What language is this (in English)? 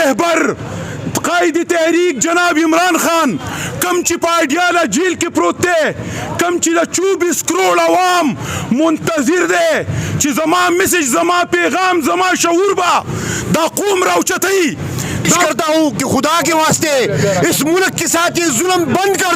Pashto